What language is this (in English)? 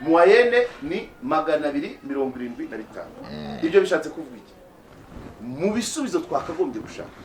Kinyarwanda